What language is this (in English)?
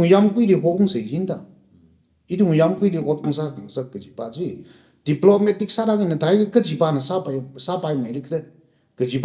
Tangkhul Naga (India)